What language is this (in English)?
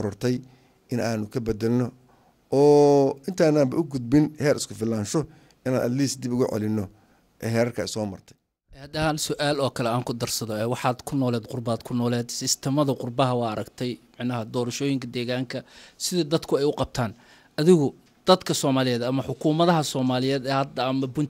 Somali